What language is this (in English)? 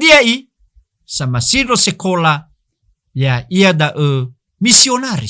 Nias